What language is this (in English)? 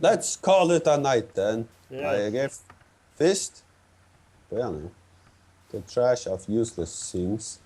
Faroese